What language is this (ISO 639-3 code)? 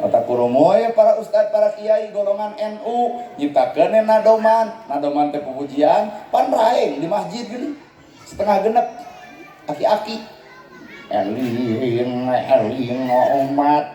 sun